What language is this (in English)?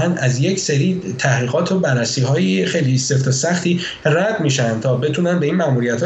Persian